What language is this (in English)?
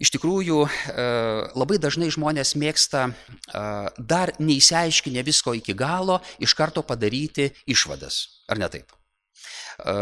Lithuanian